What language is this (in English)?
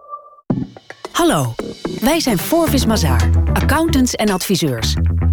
Dutch